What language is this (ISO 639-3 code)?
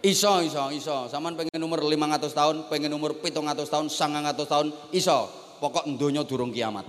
jav